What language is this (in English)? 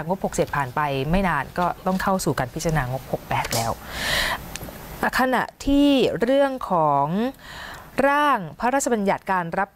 Thai